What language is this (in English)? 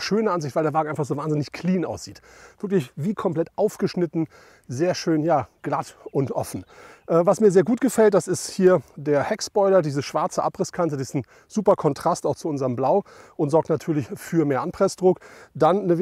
German